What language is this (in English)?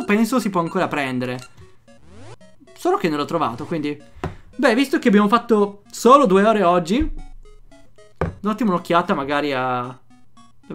Italian